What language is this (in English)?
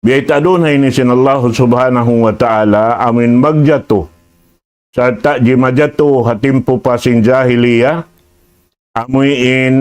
Tausug